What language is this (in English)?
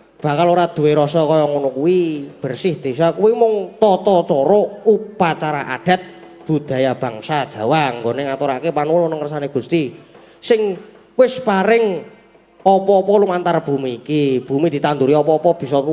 Javanese